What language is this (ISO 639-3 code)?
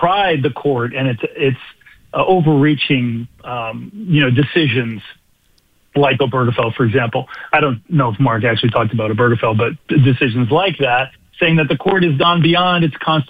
eng